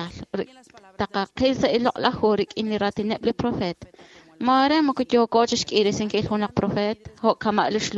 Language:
Kekchí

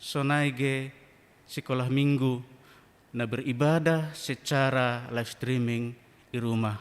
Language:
Batak Simalungun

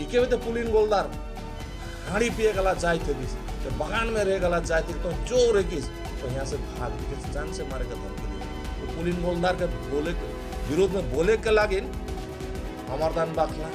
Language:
Sadri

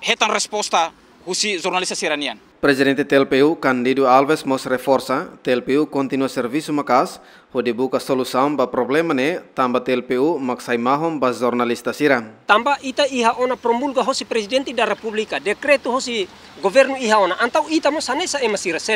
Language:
Tetum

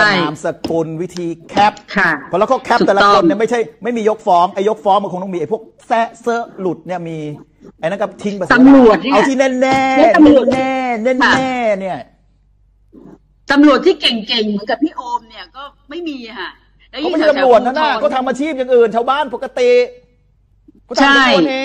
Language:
Thai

